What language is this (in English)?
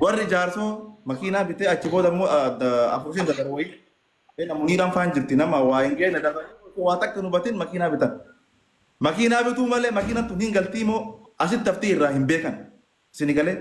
Oromo